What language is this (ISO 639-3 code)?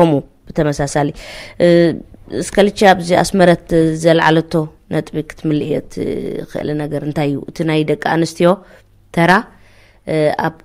tir